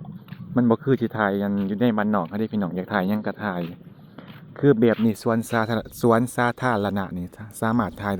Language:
Lao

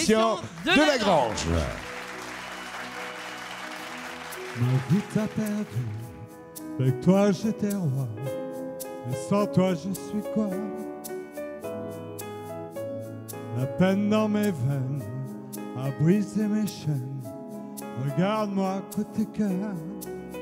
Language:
French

